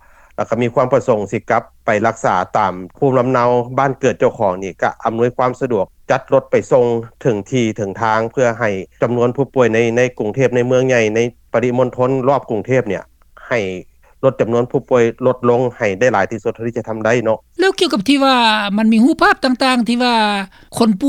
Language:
Lao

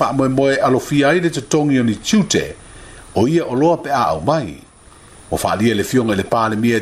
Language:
Samoan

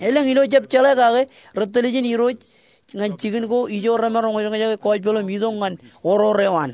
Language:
Marshallese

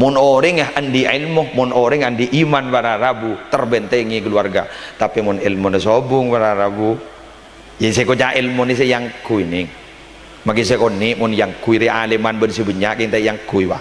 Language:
Madurese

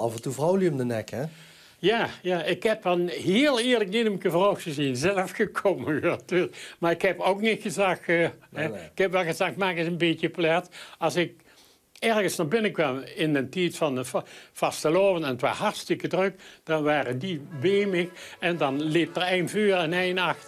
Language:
Limburgish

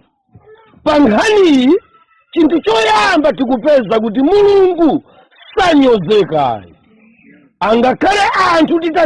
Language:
Nyanja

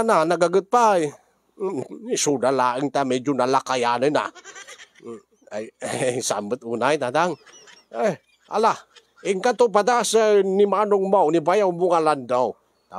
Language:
Iloko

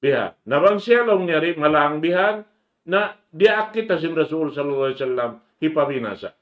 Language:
Tausug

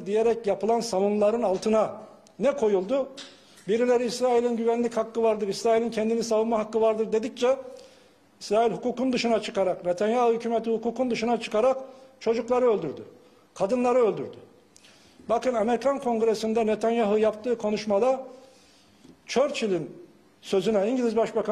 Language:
Turkish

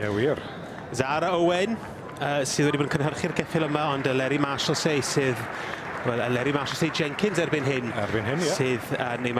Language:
Welsh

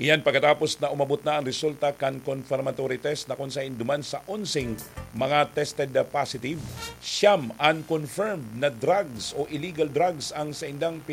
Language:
Bikol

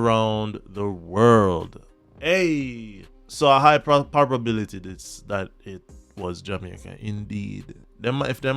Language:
Jamaican Creole English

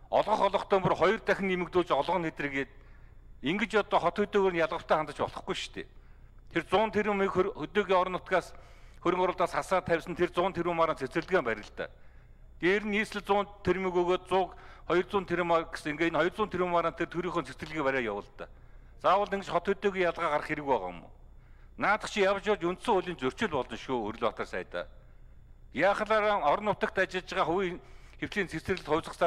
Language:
Mongolian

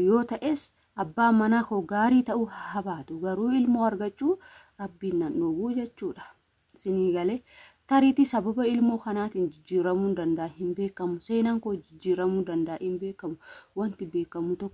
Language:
Oromo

